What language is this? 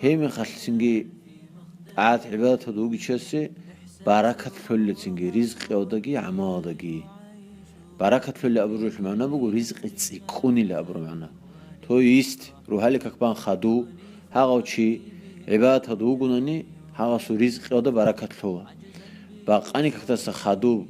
Avaric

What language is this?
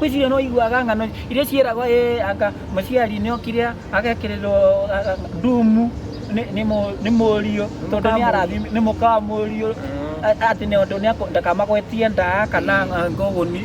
Kikuyu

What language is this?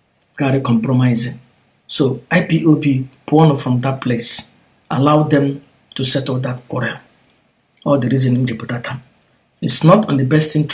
Igbo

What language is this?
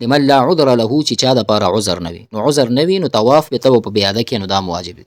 Pashto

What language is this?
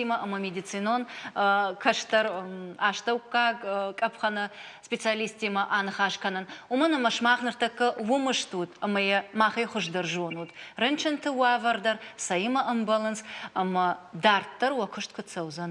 Ossetic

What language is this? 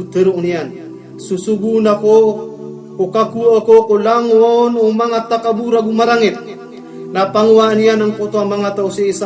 Maranao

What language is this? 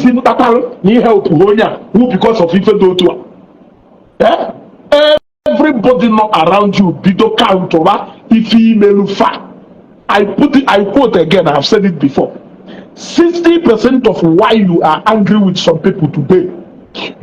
Igbo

